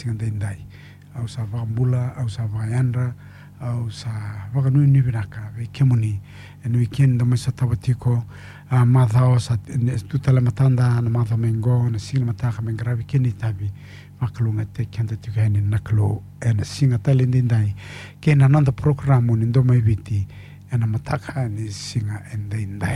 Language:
Fijian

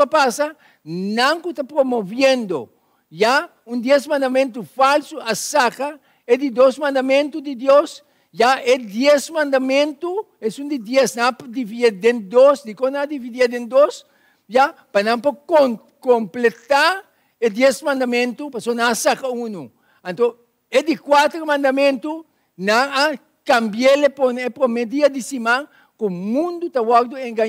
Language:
Papiamento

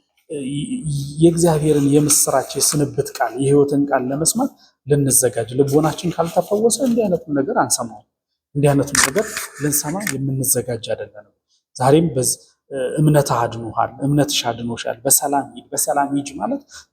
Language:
Amharic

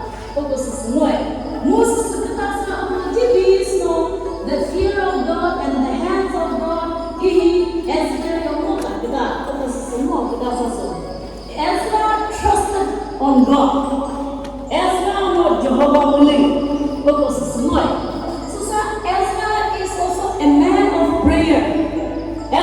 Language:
Chokri Naga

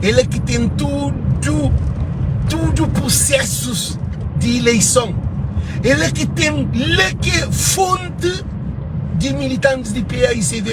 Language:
Kabuverdianu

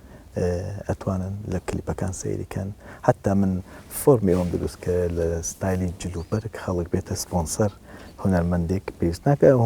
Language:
Central Kurdish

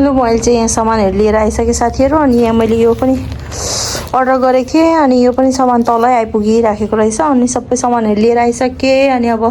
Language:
Nepali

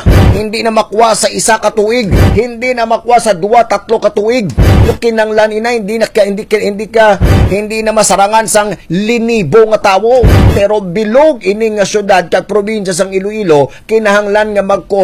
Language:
Hiligaynon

